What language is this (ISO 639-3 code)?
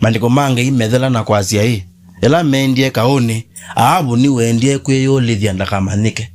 kam